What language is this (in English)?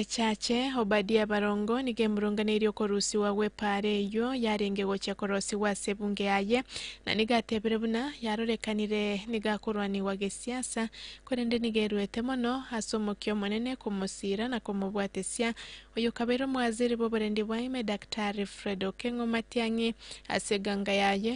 Gusii